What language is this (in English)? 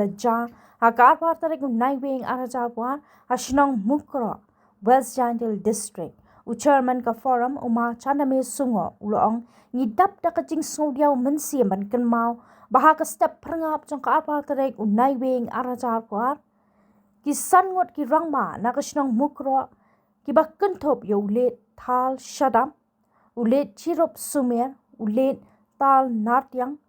Khasi